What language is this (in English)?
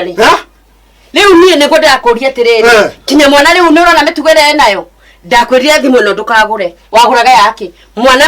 Kikuyu